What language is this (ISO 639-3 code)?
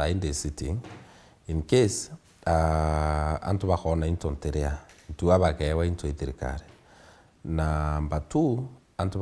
mer